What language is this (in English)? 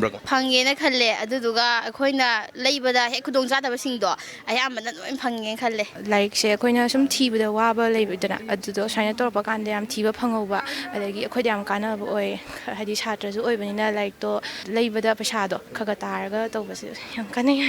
Manipuri